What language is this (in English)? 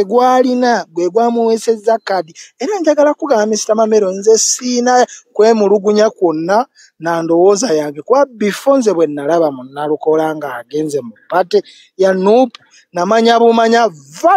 Ganda